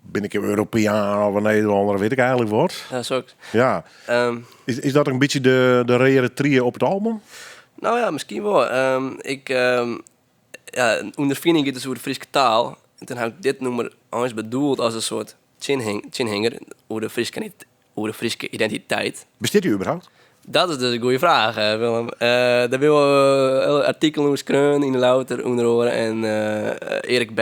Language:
Western Frisian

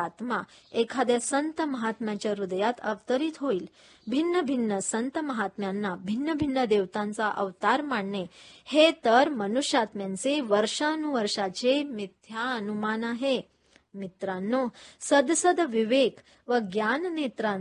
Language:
Marathi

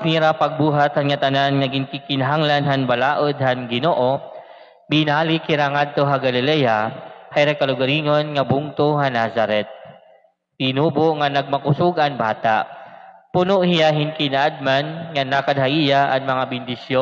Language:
Waray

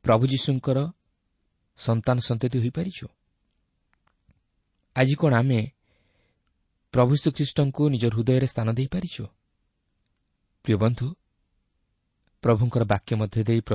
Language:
Odia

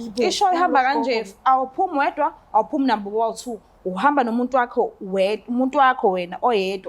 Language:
Zulu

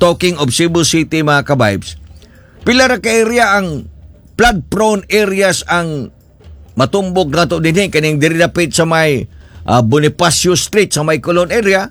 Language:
Cebuano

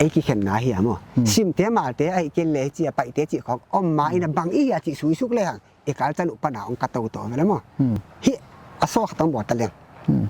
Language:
Paite Chin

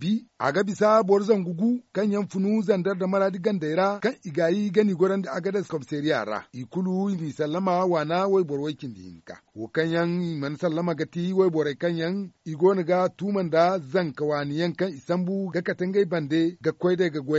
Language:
Zarma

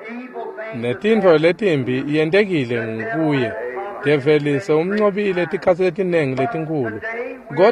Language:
Swati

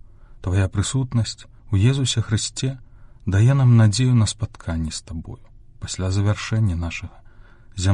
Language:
Belarusian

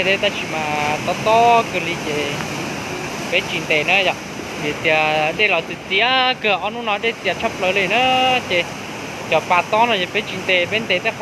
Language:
Hmong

